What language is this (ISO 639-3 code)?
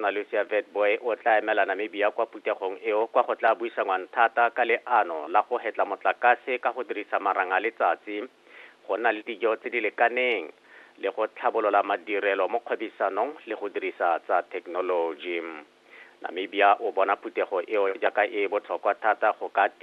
tsn